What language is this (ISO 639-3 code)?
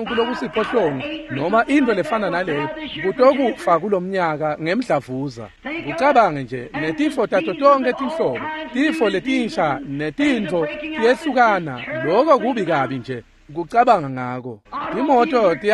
ssw